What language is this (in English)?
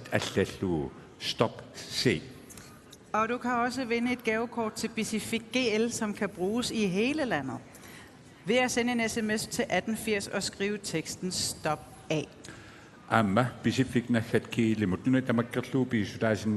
Kalaallisut